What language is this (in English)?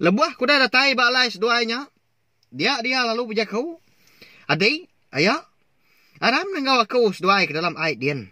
Iban